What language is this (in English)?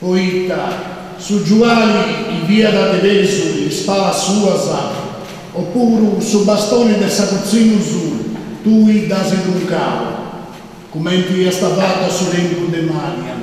Sardinian